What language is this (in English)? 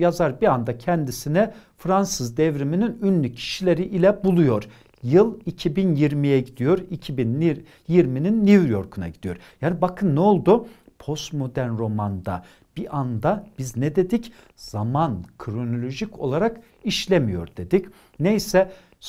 Turkish